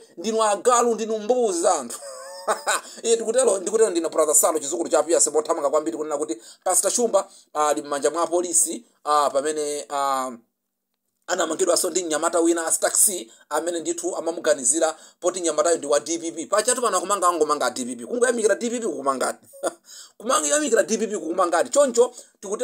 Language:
Nyanja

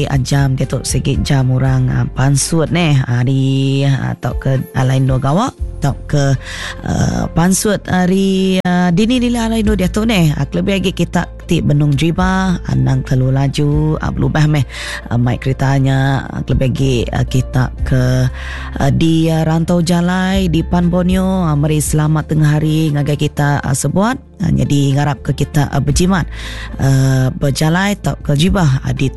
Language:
Iban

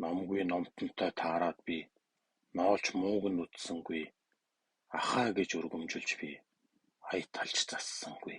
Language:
Mongolian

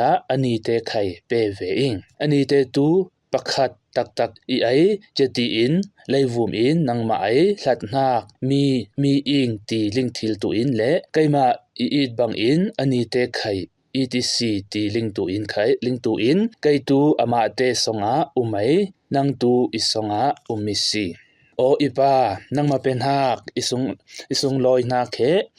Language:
Falam Chin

